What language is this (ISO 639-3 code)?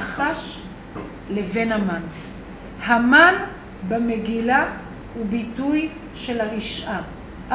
heb